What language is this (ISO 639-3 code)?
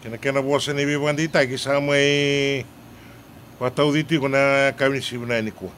fij